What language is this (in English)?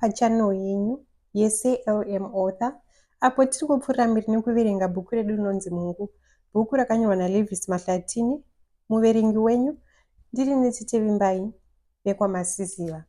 Shona